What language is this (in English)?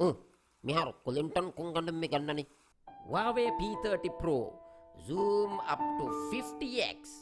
Divehi